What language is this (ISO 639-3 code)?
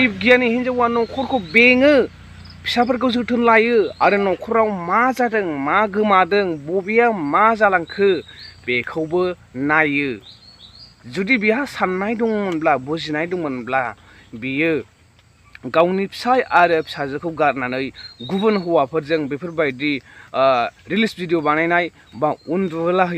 brx